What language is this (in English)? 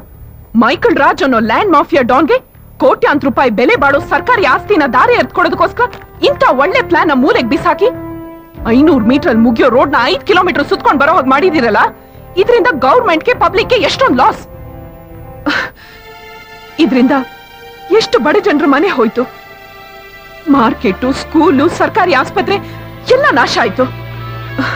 Kannada